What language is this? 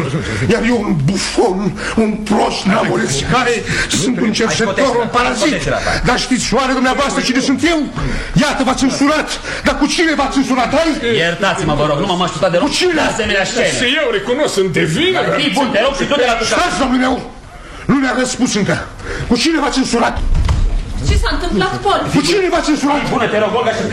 Romanian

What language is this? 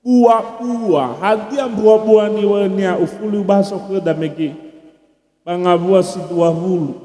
Nias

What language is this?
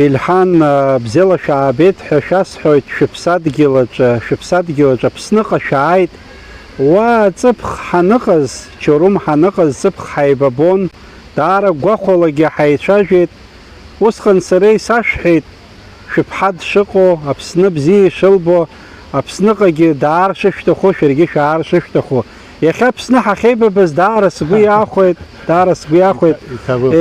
Abkhazian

